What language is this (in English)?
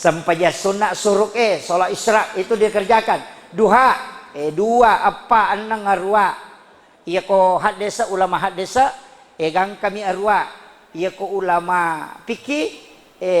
Buginese